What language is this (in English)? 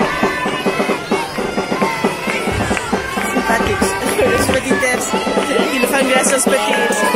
Catalan